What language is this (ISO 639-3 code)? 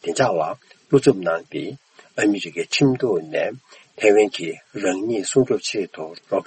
bod